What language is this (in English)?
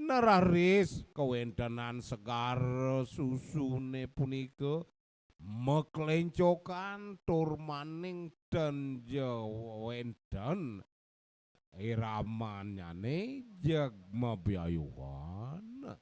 Balinese